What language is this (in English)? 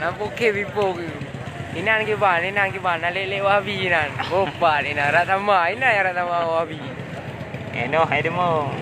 Achinese